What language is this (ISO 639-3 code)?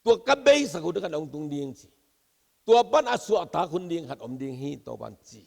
ctd